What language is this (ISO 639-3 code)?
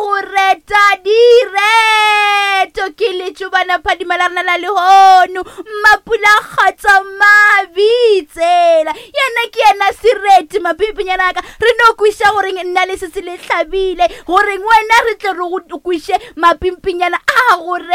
nso